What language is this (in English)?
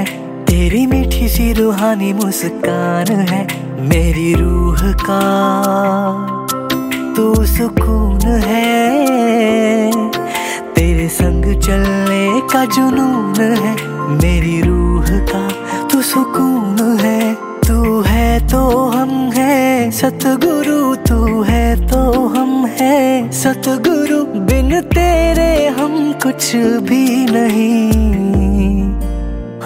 Hindi